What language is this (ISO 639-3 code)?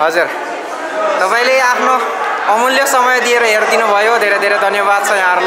nep